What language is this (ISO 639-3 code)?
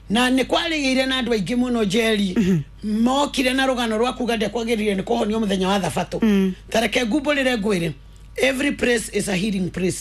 kik